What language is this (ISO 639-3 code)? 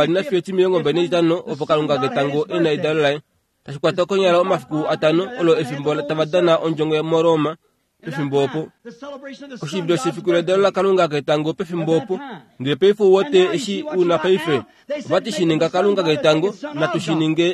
kua